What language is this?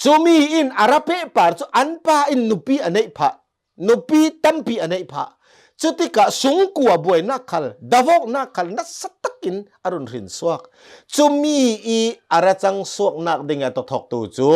Hakha Chin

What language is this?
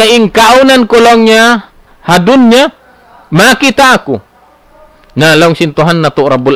Tausug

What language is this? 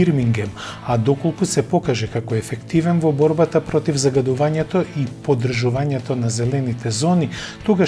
Macedonian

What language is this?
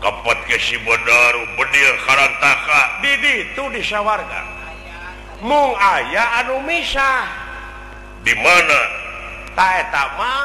Sundanese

